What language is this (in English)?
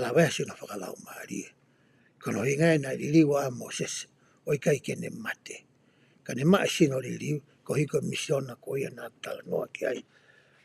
Tongan